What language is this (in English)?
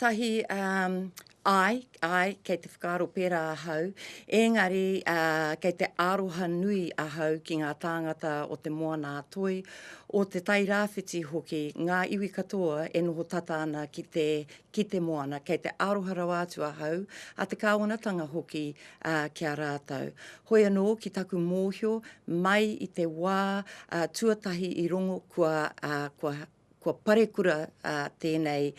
Māori